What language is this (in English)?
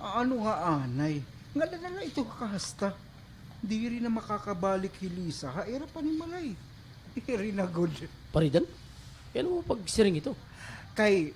Waray